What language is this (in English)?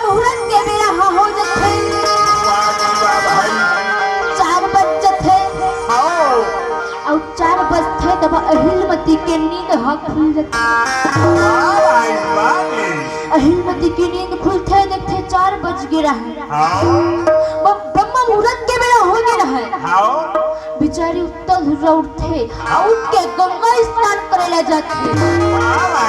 Chhattisgarhi